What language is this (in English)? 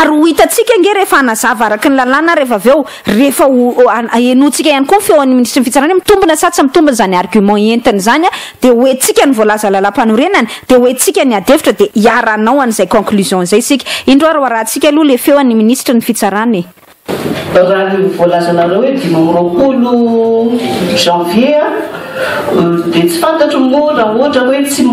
Malagasy